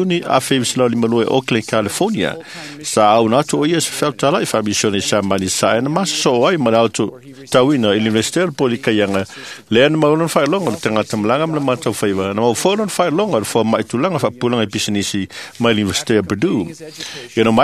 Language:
Samoan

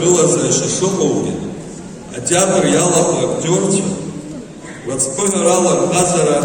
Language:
Abkhazian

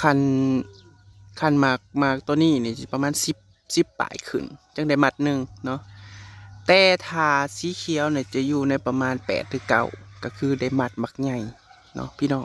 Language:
Northeastern Thai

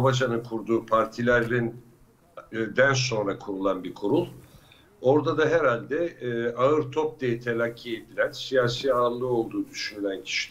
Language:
Turkish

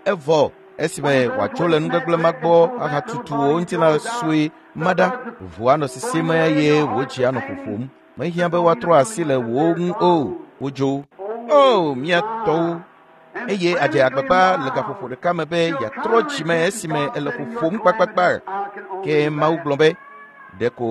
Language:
Ewe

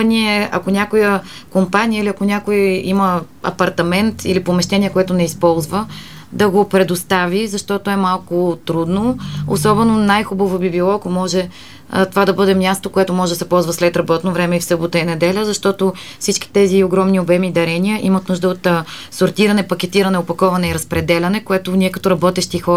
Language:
Bulgarian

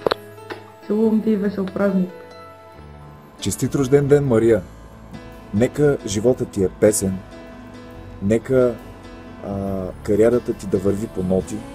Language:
Bulgarian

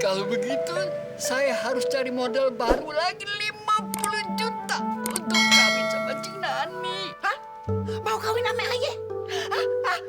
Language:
Betawi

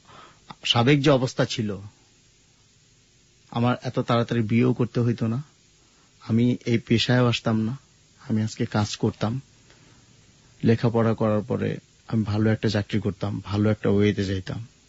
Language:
Bangla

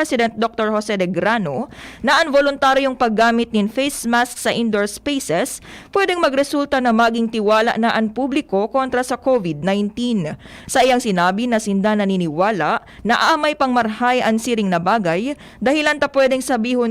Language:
Bikol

